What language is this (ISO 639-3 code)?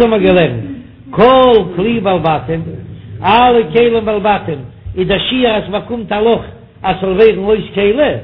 yid